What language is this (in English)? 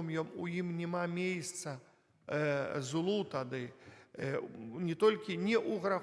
Belarusian